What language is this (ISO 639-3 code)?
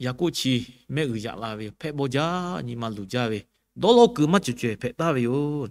lhu